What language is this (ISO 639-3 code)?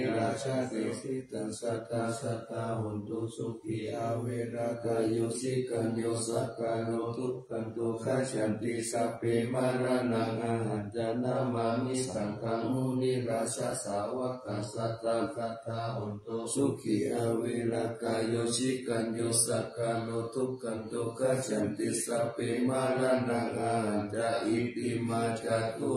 pli